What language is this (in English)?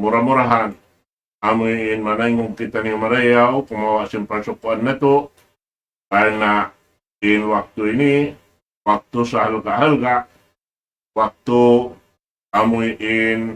Tausug